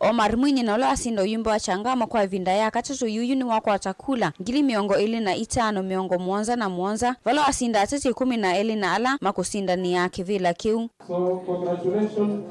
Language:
Kamba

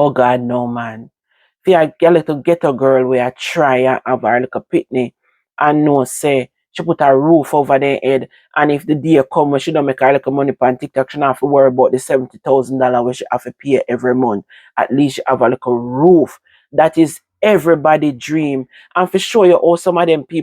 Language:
Jamaican Creole English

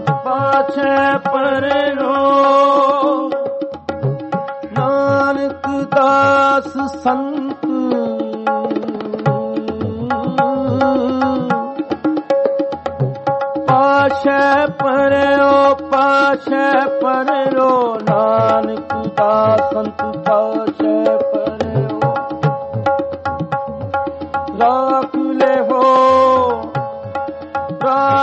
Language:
Punjabi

